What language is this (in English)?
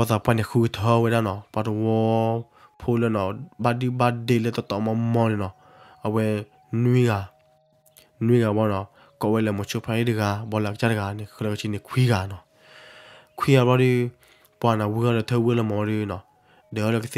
S'gaw Karen